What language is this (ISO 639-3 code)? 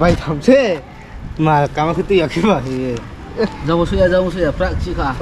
ria